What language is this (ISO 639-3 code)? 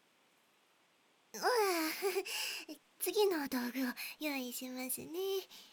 jpn